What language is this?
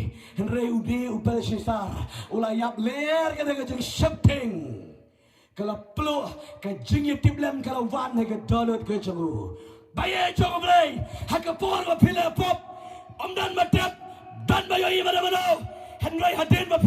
Khasi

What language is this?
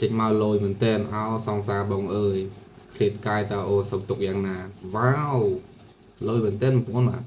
Khmer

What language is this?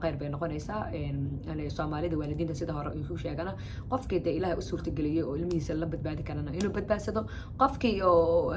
Somali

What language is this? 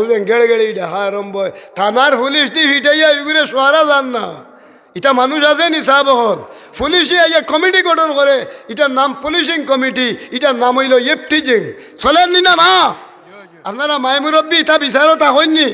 Sylheti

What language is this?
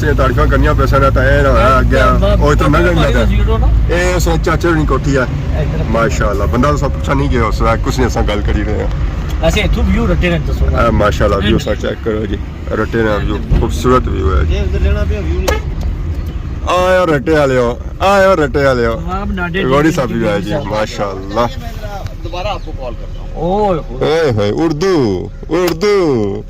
Pahari-Potwari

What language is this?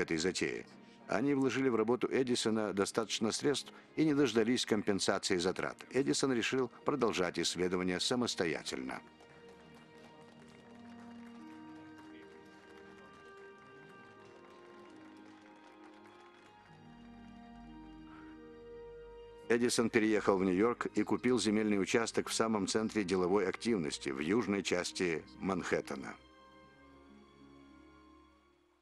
Russian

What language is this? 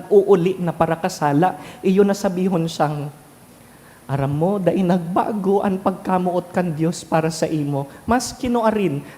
Bikol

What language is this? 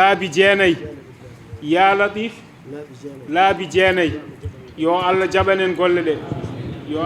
Fula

